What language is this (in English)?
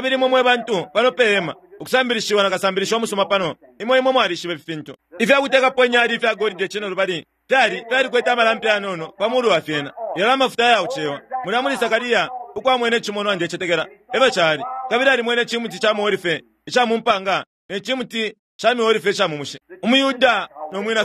Bemba